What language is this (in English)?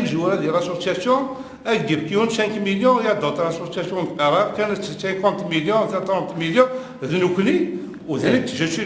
Kabyle